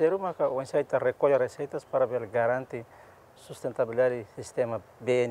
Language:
Tetum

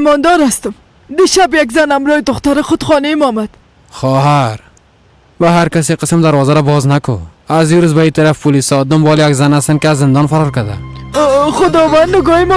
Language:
Persian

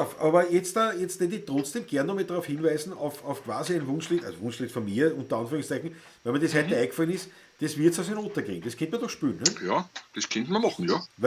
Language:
Bavarian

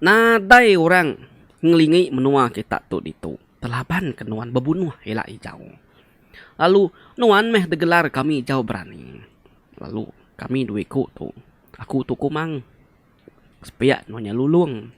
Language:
Iban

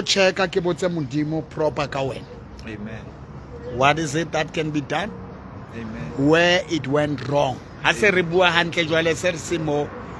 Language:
Southern Sotho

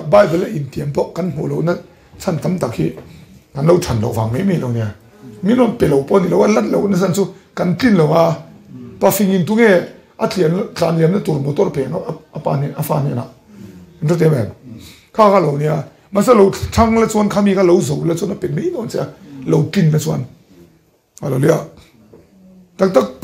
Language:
Mizo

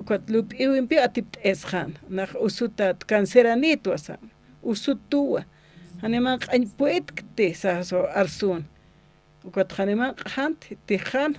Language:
Aymara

